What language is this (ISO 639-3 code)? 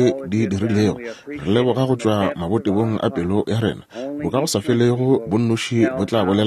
nso